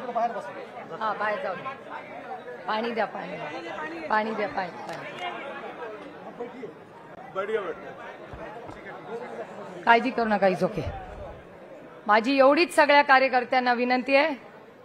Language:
Marathi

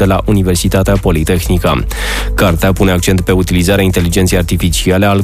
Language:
Romanian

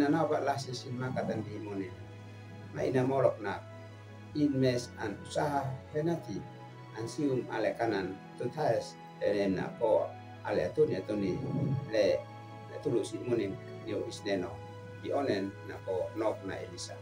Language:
Uab Meto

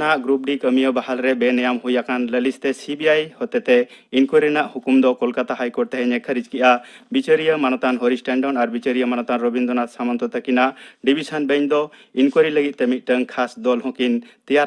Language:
Santali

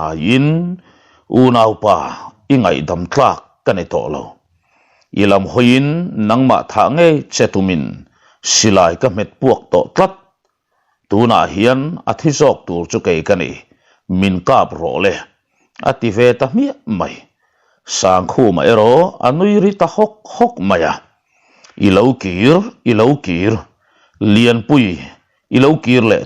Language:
Mizo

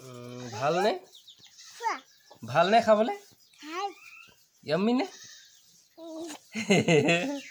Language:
Assamese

